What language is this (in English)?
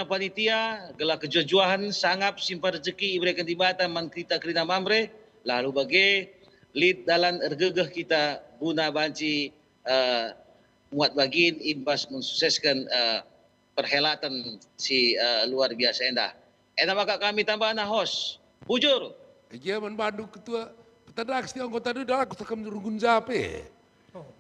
Batak Karo